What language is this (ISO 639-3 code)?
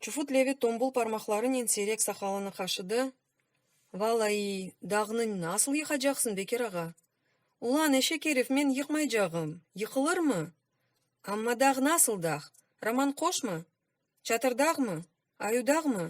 crh